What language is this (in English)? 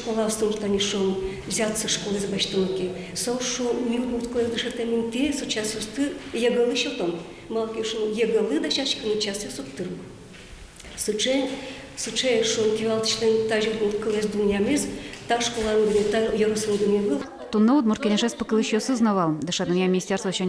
Udmurt